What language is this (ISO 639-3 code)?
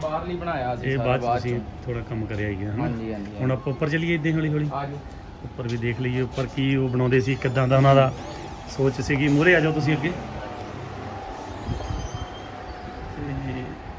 pan